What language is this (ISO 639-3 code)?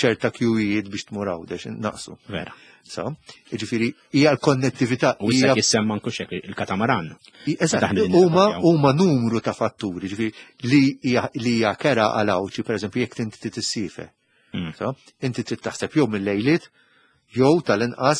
mlt